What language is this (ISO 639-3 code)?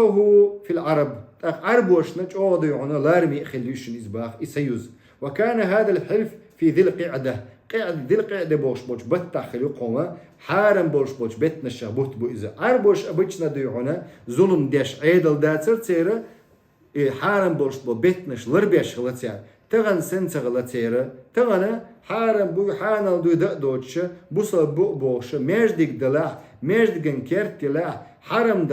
che